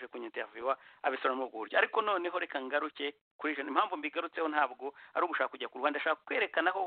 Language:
Kinyarwanda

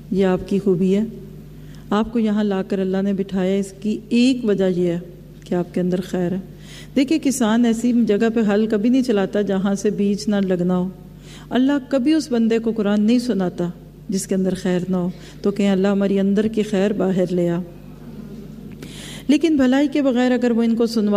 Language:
Urdu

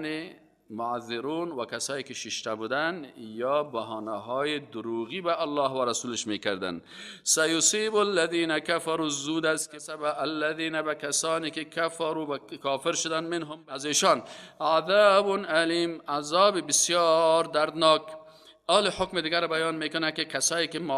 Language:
Persian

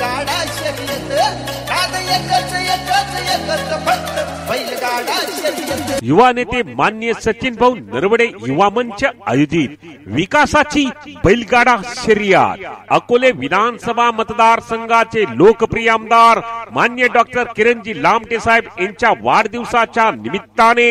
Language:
Marathi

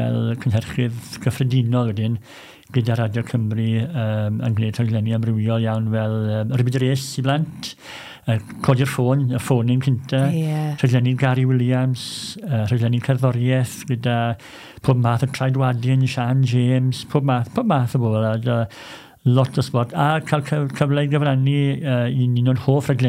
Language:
Welsh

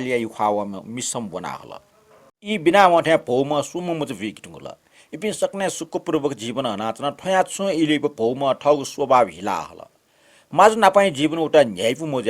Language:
Newari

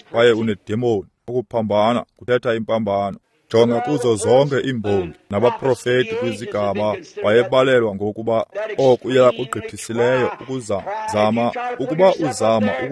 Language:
Xhosa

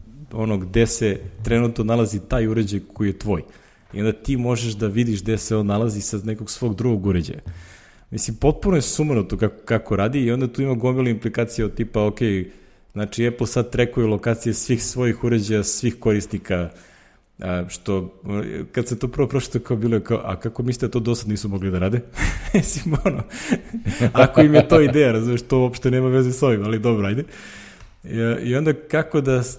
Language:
Serbian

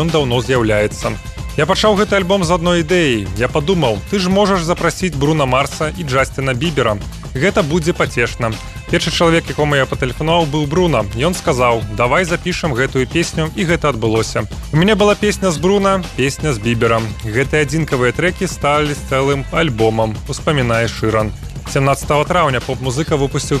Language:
Belarusian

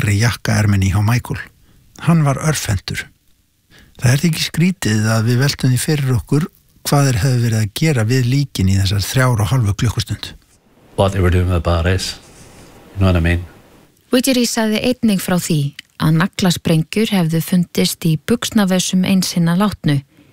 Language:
Icelandic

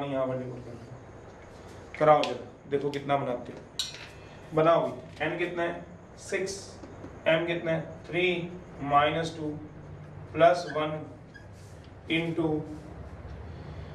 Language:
Hindi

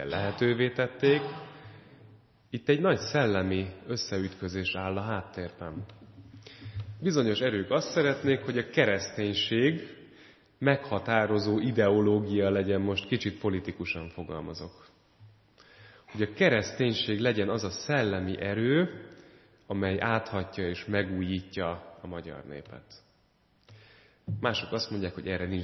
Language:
Hungarian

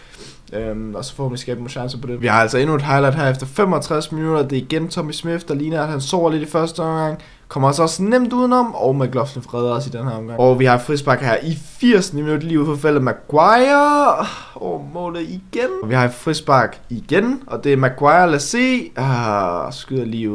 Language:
Danish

